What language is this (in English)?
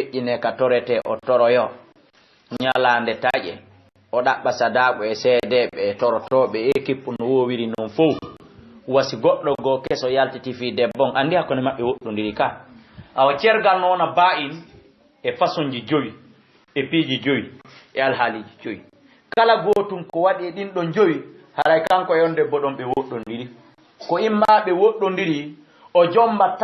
Fula